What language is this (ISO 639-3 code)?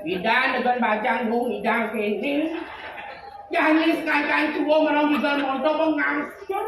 ban